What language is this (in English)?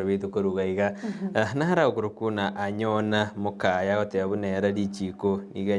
Gusii